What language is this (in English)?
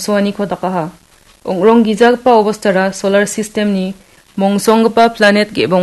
Garo